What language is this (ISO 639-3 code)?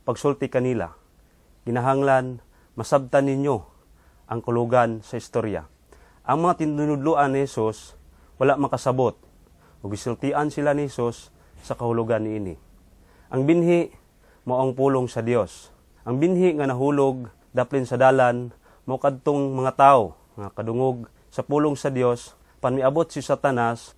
ceb